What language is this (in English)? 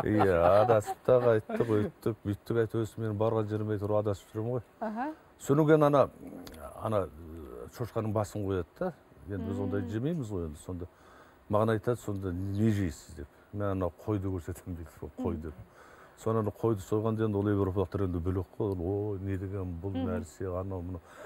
Kazakh